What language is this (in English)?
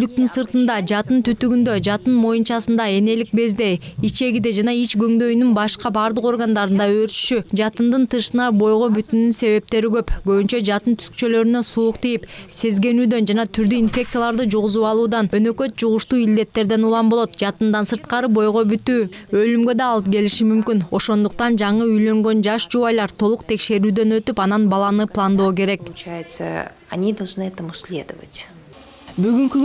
Kyrgyz